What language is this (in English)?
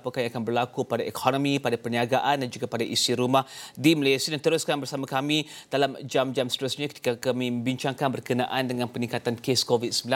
Malay